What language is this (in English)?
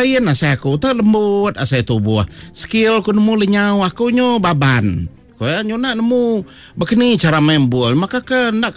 Iban